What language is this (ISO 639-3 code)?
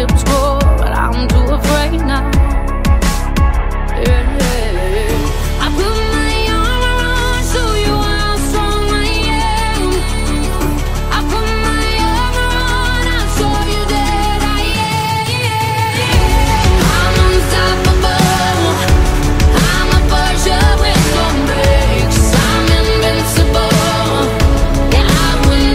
eng